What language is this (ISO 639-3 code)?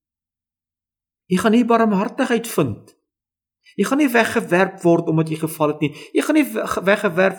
afr